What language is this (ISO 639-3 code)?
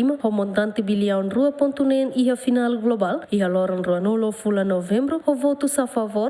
tet